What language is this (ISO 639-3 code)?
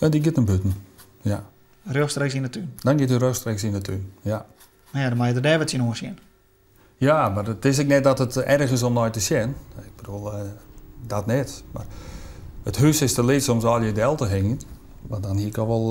fry